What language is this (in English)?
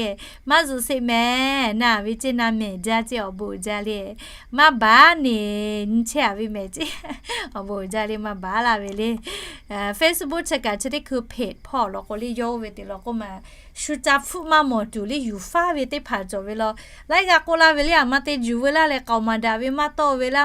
Lahu